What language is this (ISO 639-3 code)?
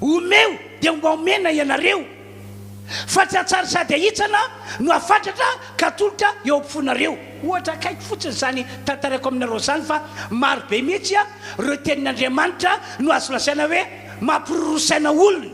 mlg